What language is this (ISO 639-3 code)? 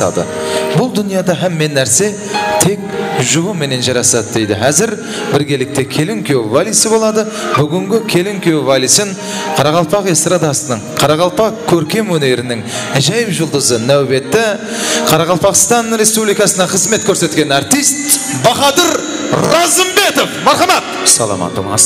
kaa